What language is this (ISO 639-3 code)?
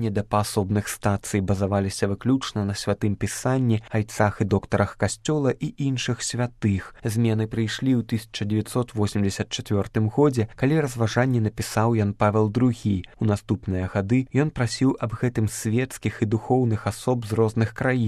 bel